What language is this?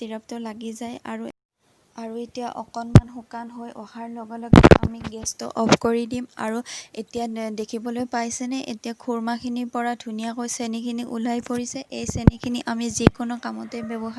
Assamese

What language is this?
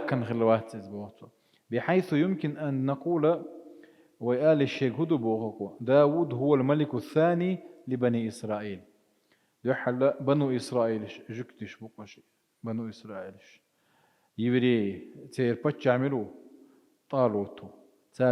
Chechen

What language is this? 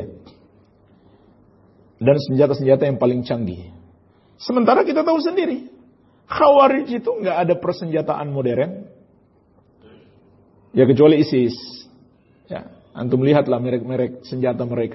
Indonesian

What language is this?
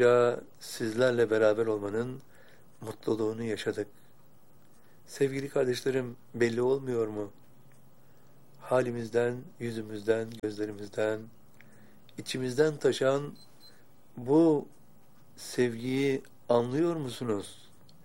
Turkish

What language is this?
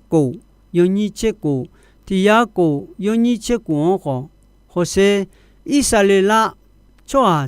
Akha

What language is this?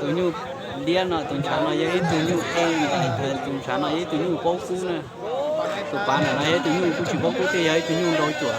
Hmong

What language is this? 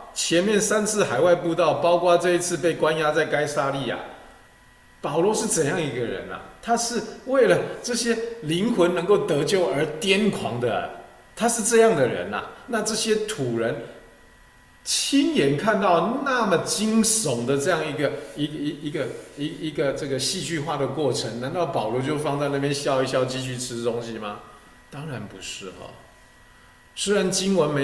Chinese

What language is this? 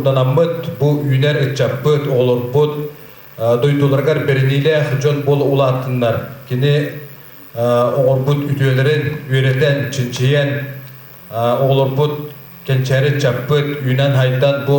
Yakut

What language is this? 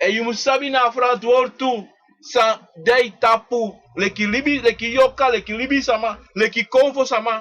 Sranan Tongo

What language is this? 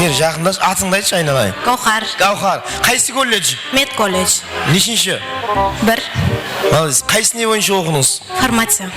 Kara-Kalpak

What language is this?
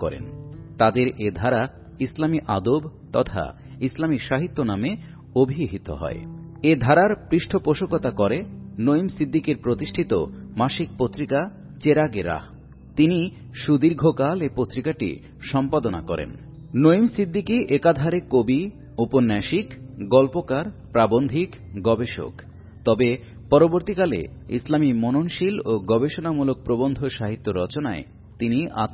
Bangla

